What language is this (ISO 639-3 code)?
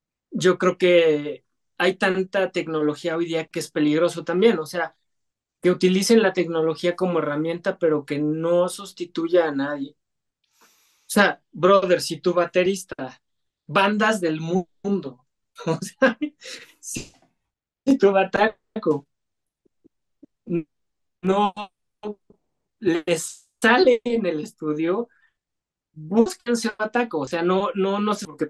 spa